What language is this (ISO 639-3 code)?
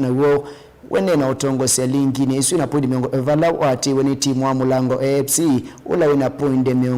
kam